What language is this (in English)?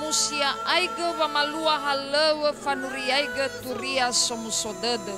Nias